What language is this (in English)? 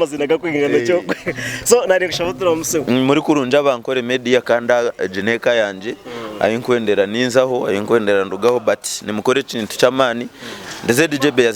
Nyankole